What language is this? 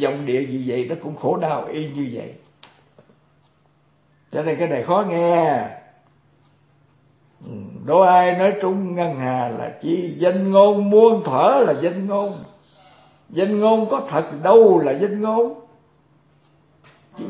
Vietnamese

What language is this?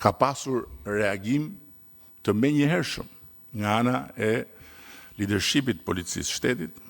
Albanian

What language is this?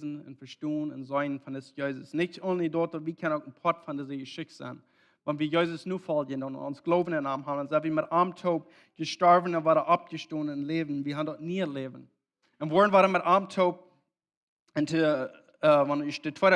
Plautdietsch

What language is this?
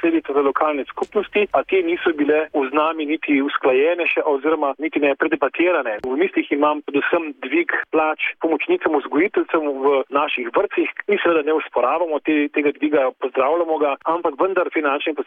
Slovenian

